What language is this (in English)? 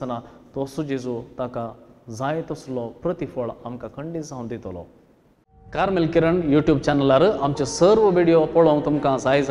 Konkani